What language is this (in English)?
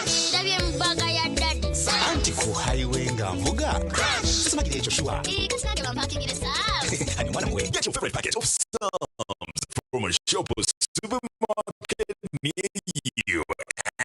Nyankole